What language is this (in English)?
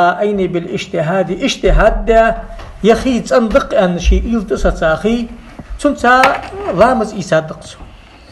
Ingush